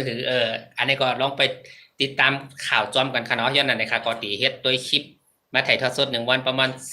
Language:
Shan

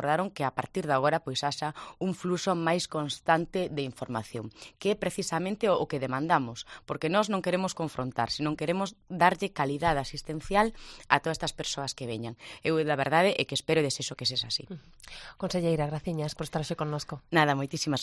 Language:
Galician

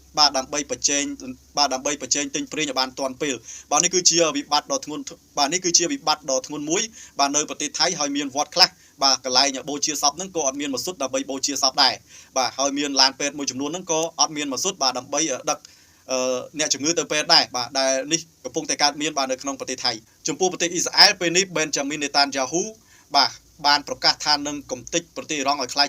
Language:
Khmer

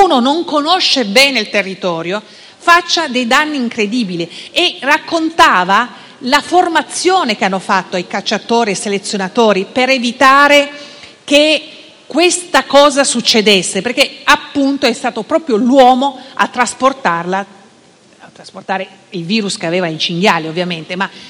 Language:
Italian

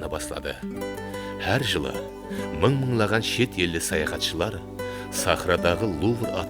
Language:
Kara-Kalpak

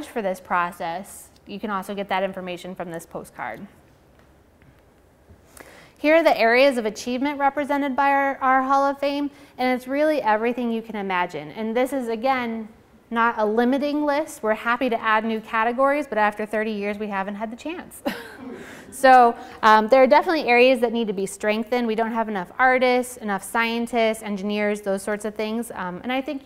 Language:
English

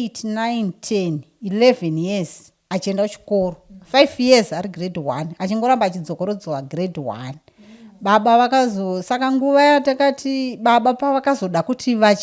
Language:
Shona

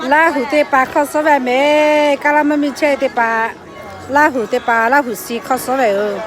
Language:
Lahu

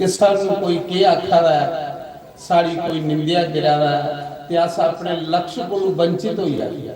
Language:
Dogri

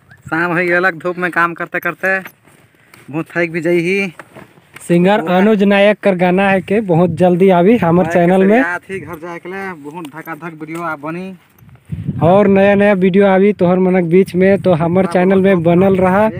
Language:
Sadri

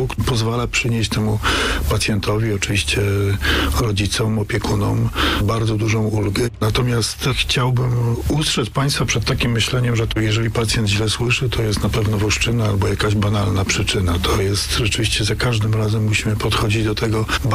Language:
Polish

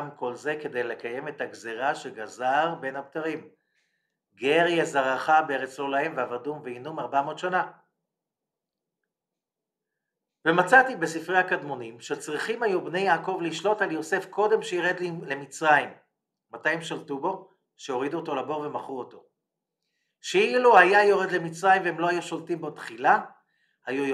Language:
Hebrew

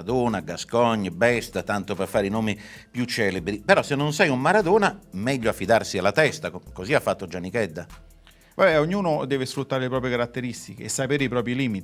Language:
Italian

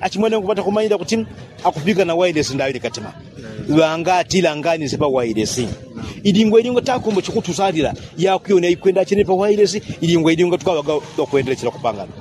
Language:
Yao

